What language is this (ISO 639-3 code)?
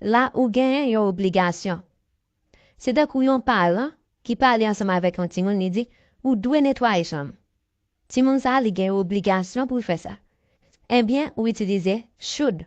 hat